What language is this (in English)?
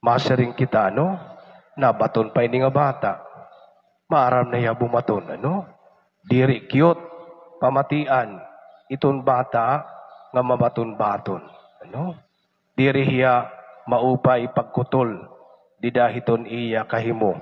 Waray